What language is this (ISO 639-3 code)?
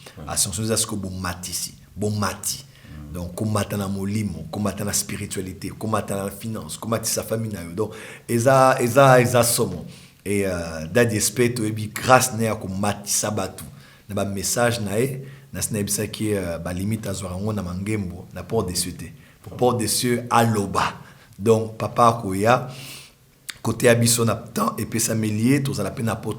lin